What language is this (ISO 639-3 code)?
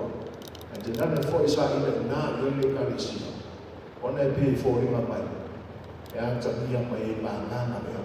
smo